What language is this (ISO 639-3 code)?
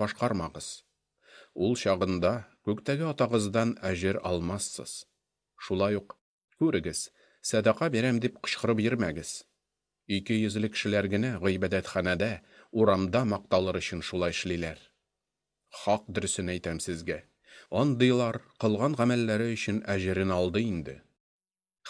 tat